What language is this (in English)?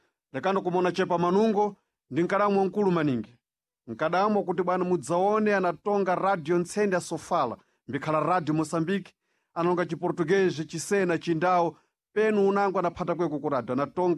Sena